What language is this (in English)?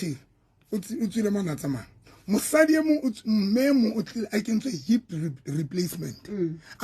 Southern Sotho